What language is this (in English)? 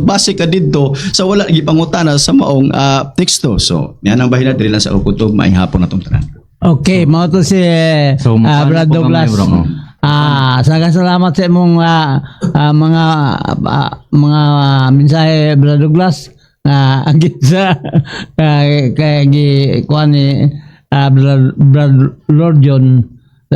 Cebuano